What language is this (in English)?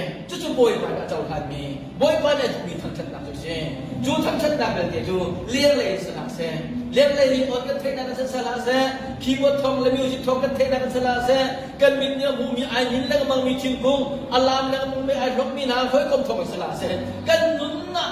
Hakha Chin